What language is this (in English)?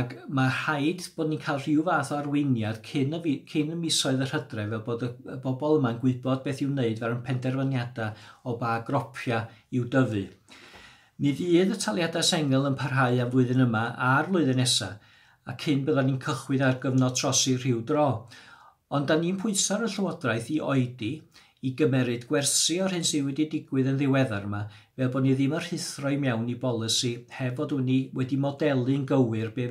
Welsh